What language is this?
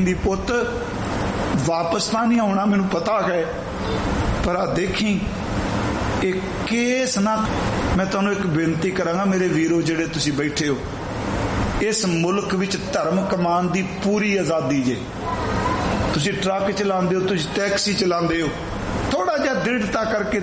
Punjabi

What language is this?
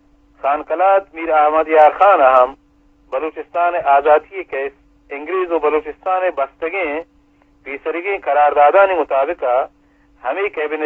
Eastern Balochi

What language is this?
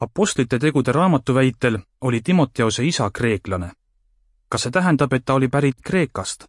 Estonian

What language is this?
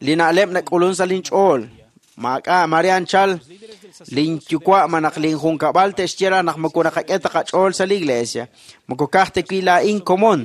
Kekchí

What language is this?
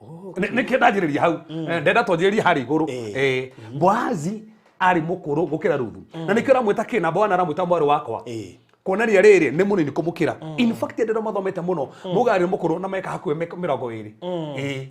Kikuyu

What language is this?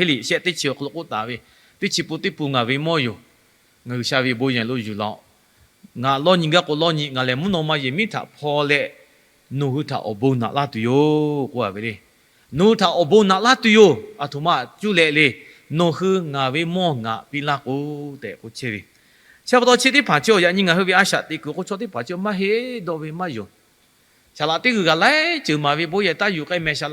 Lahu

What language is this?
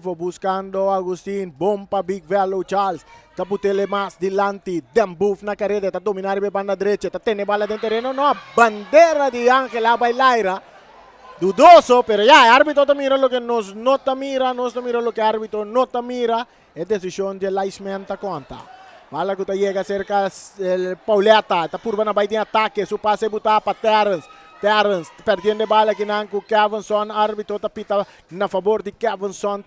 Papiamento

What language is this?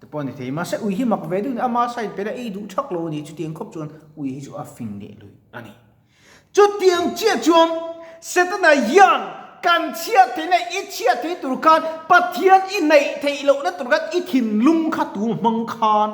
Mizo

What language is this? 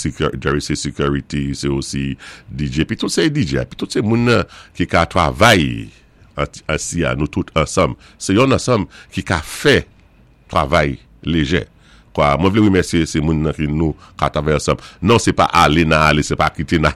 Saint Lucian Creole French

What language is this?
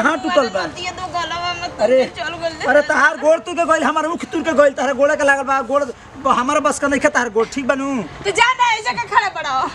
Bhojpuri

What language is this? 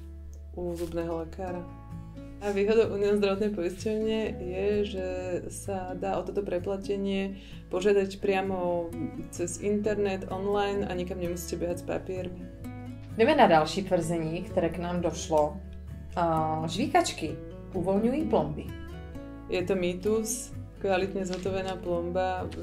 Slovak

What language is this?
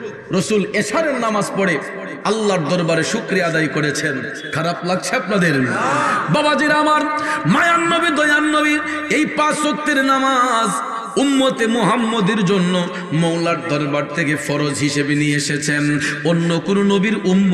Bangla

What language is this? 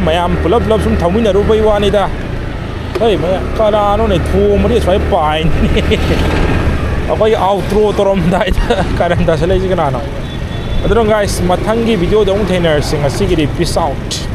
Manipuri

